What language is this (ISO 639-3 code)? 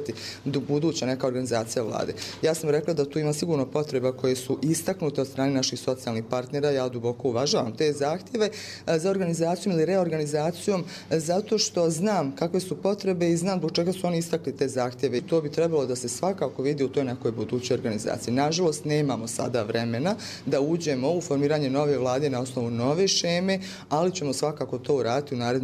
hrv